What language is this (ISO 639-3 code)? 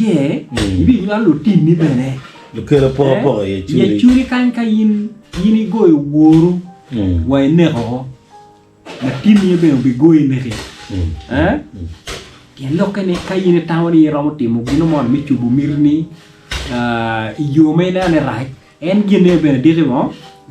ach